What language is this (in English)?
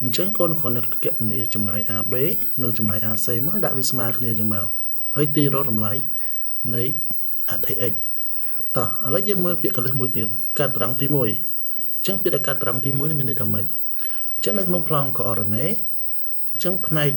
Khmer